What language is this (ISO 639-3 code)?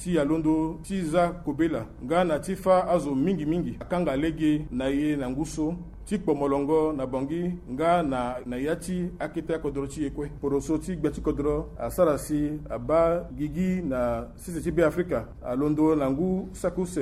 sag